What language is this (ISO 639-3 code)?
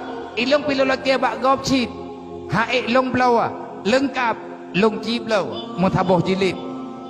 ace